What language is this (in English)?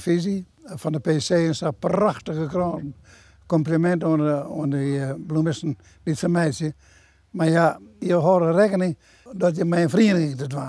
Western Frisian